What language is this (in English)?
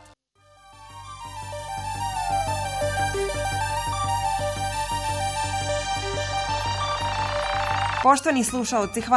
Bosnian